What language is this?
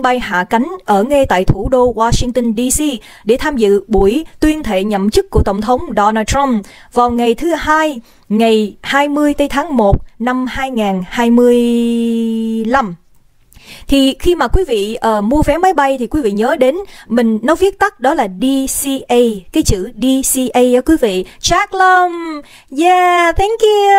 Vietnamese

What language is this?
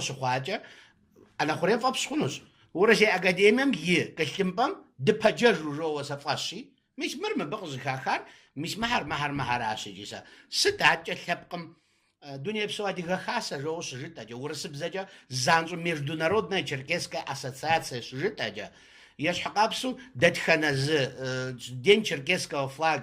Kabardian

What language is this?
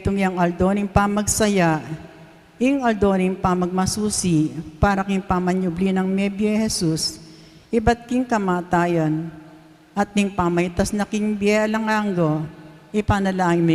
Pampanga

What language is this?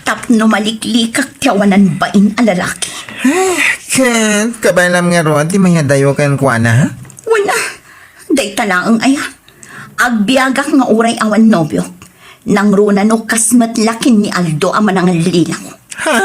Iloko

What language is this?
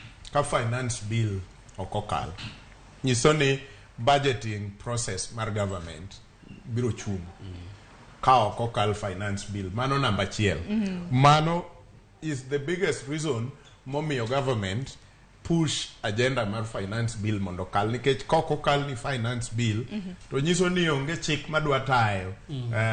Luo (Kenya and Tanzania)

